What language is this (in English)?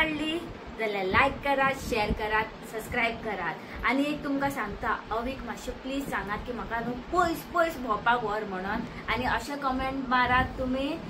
Konkani